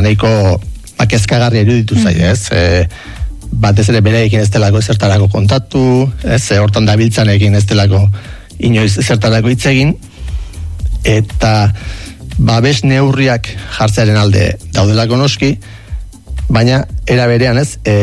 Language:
Basque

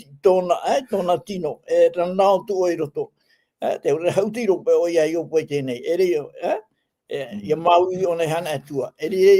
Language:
Tahitian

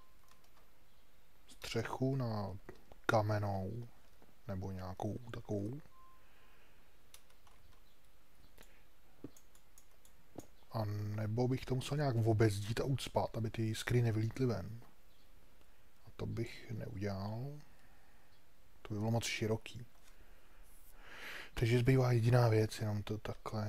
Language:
Czech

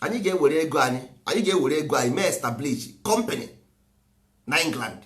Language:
Igbo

